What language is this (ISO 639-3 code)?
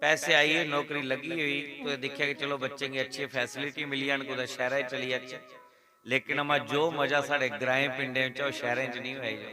doi